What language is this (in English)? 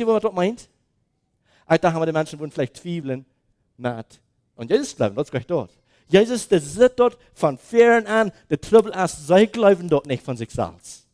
Plautdietsch